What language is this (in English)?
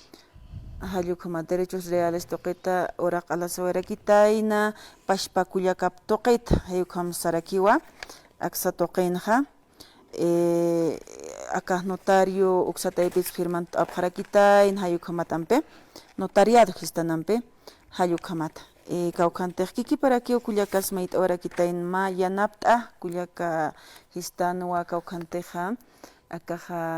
Aymara